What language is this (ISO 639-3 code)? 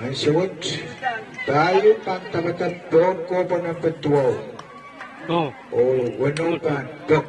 pon